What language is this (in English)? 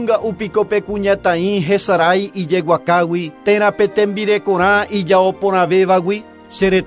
Guarani